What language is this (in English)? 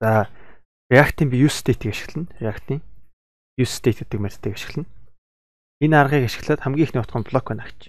Mongolian